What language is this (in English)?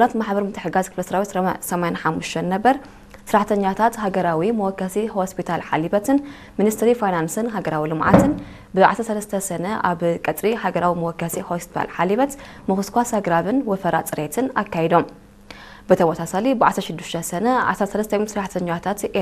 Tigrinya